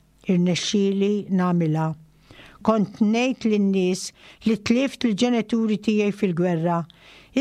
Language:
Maltese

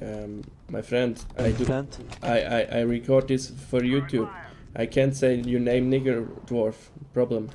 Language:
Swiss German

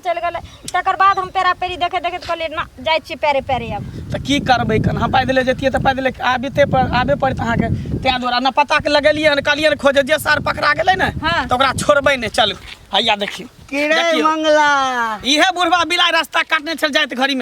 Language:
Maithili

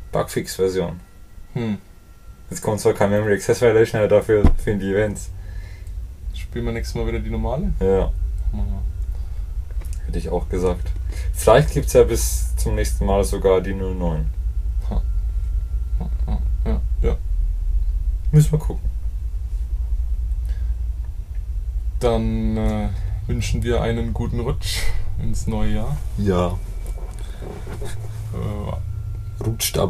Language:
German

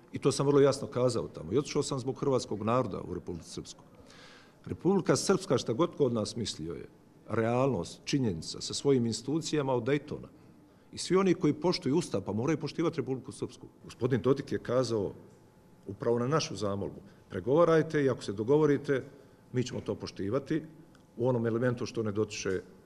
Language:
Bosnian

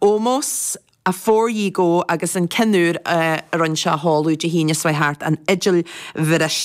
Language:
Irish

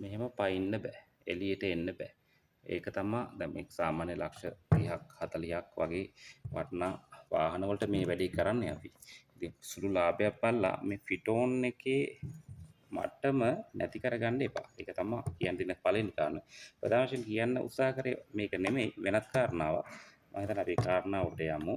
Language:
Sinhala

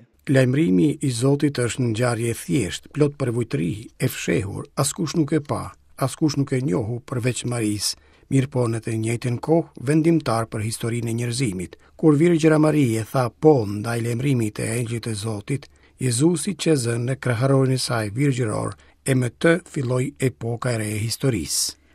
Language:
Albanian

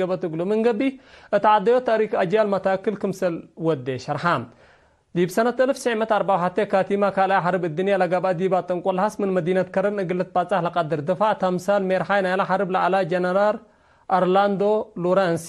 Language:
Tigre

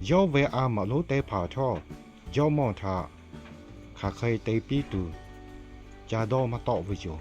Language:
Lahu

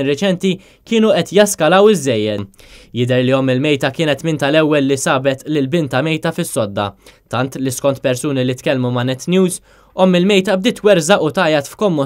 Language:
Maltese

